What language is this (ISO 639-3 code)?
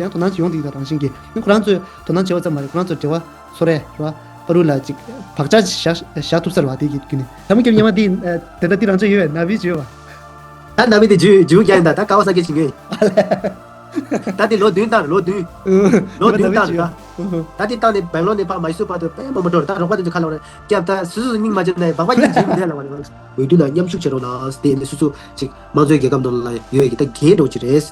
bod